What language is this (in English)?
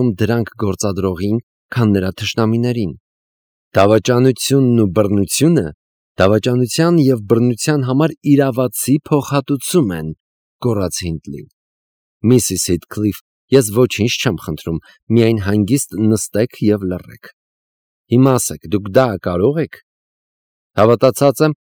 Armenian